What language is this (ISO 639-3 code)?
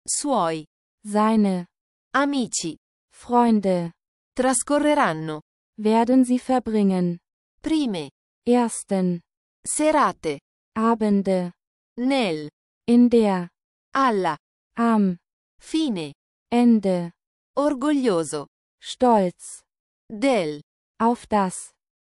ita